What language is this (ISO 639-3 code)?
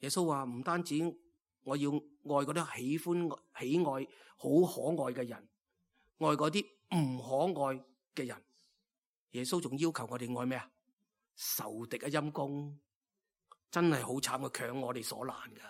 yue